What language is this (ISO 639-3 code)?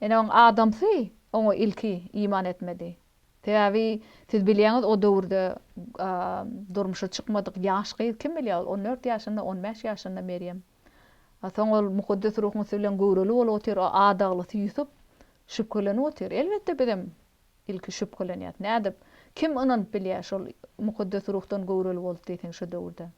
tuk